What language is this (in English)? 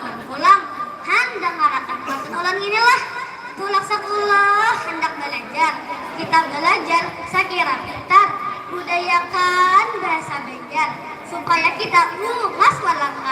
Banjar